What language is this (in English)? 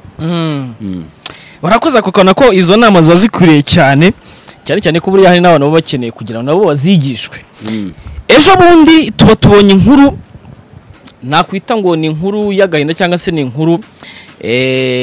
Kinyarwanda